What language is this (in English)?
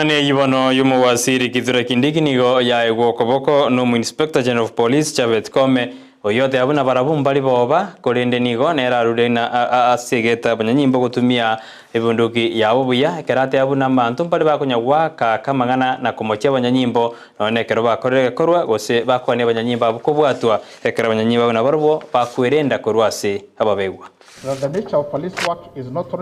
Gusii